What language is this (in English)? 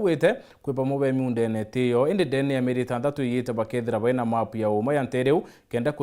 Meru